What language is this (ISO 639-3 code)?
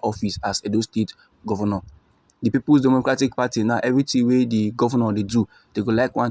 pcm